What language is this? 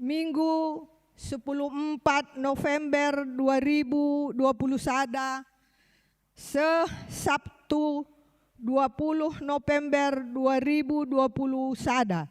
Batak Karo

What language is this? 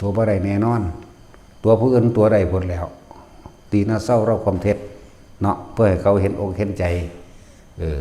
Northeastern Thai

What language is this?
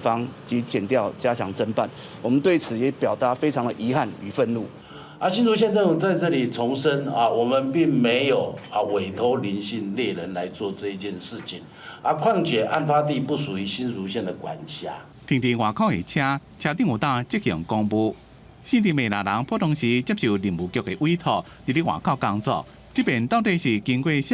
Min Nan Chinese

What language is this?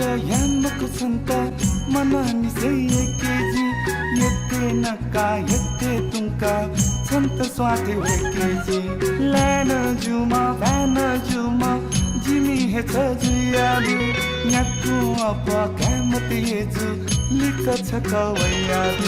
Newari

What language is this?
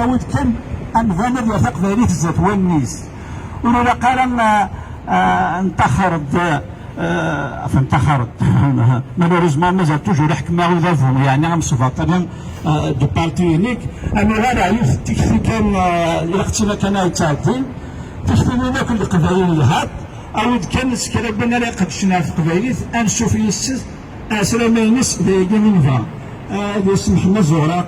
Kabyle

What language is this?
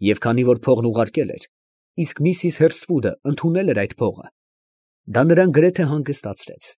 Armenian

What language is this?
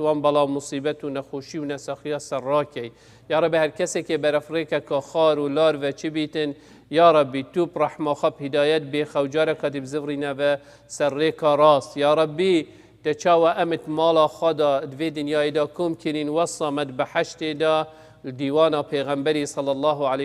Kurdish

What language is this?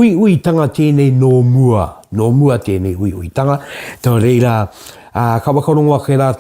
Māori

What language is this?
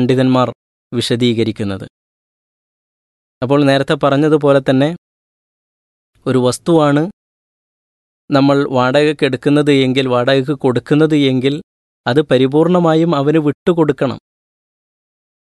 Malayalam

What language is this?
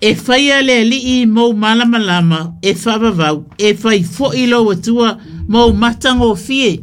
Samoan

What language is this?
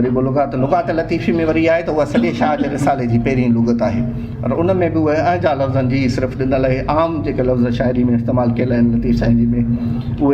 Sindhi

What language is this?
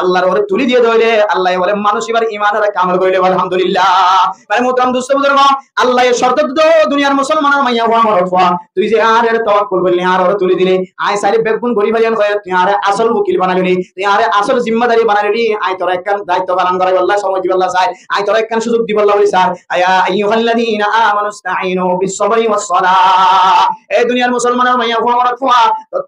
Rohingya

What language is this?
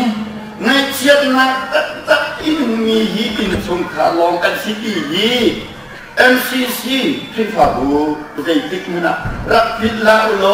Hakha Chin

